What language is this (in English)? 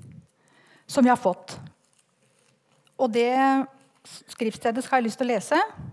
Norwegian